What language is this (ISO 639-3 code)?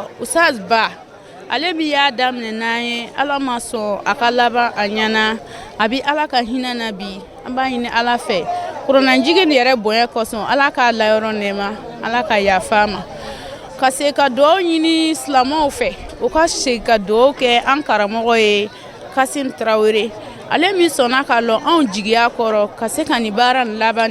bam